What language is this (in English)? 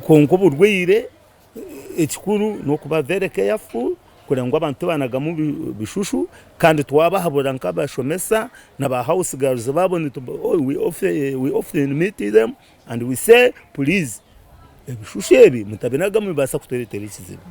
Nyankole